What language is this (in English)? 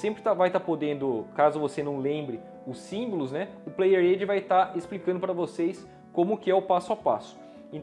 Portuguese